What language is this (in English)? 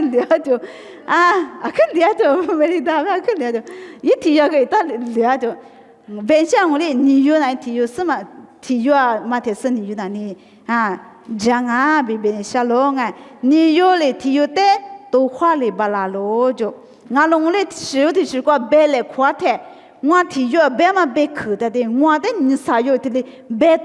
Lisu